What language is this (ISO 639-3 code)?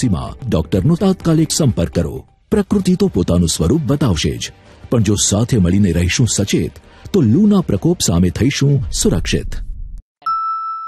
guj